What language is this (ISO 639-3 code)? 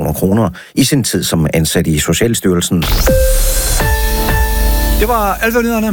dan